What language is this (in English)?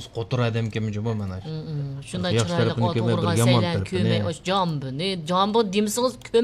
Uyghur